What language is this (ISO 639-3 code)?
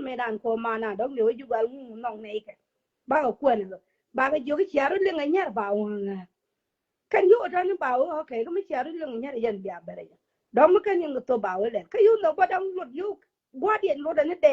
nus